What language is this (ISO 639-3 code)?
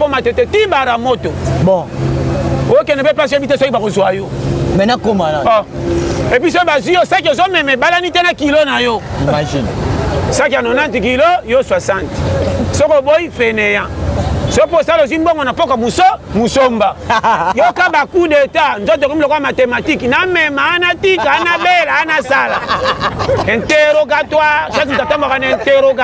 lin